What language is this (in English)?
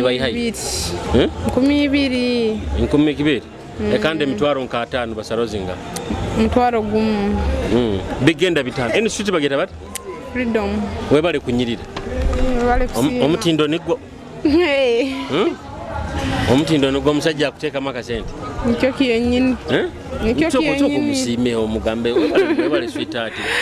Nyoro